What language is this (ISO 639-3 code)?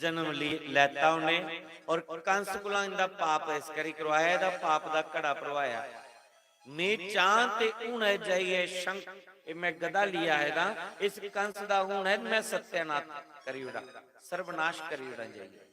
doi